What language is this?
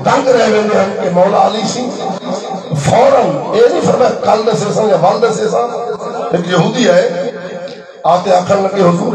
Saraiki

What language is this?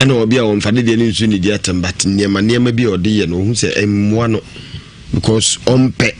Akan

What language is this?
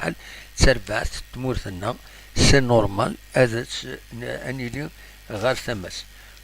Kabyle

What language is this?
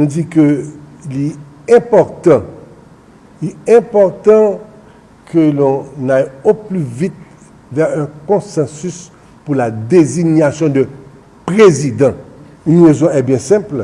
Haitian Creole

